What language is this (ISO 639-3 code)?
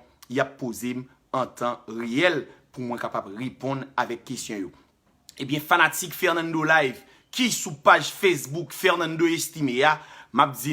hat